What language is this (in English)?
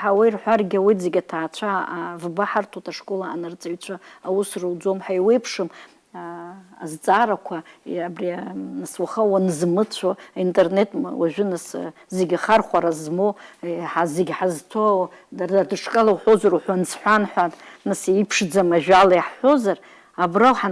Abkhazian